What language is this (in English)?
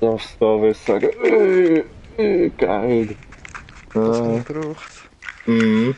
Swiss German